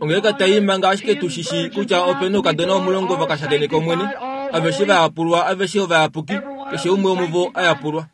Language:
Kuanyama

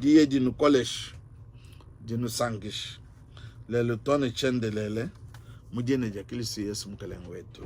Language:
Luba-Lulua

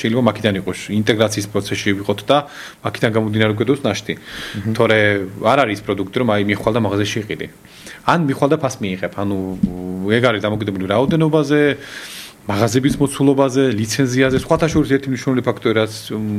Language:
Georgian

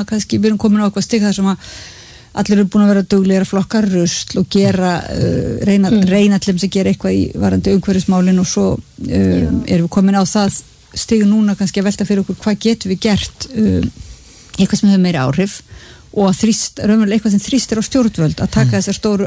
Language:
Icelandic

